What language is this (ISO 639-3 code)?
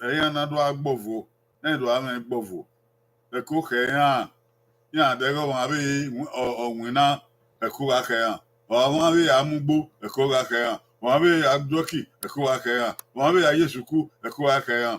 bin